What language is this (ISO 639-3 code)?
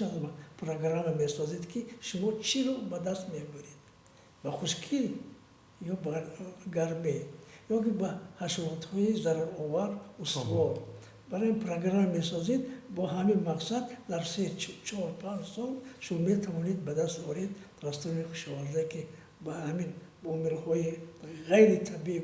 tgk